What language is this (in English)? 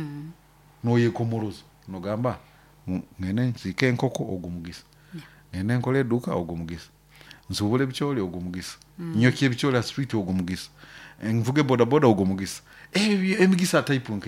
Nyoro